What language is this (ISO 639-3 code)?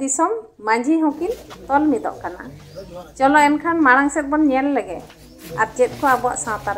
sat